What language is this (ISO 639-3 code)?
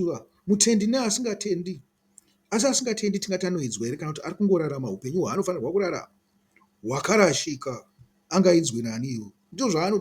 sna